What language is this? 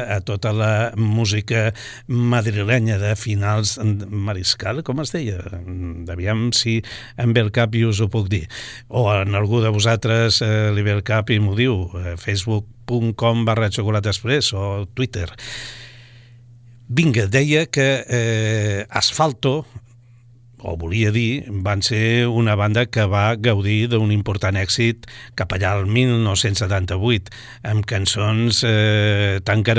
Catalan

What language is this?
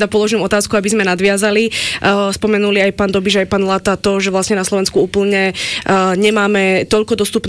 Slovak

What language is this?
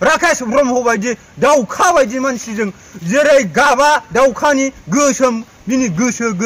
Bodo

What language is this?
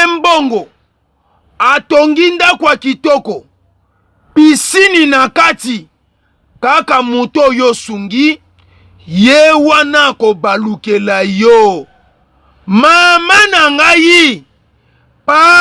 Lingala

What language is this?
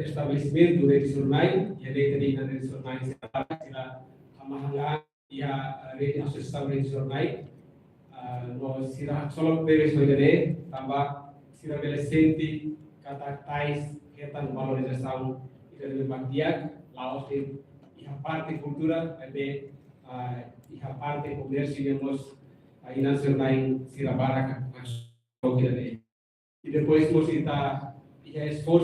Tetum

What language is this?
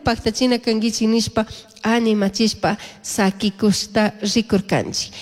Chimborazo Highland Quichua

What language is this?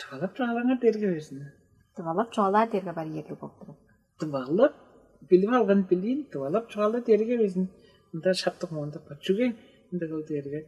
Tuvinian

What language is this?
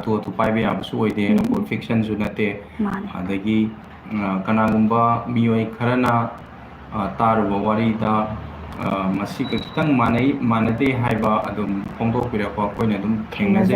Manipuri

